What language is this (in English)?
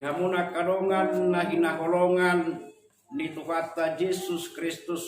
Batak Toba